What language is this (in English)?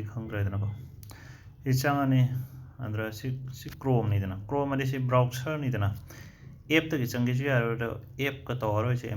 Manipuri